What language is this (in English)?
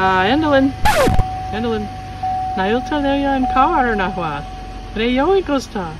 Cornish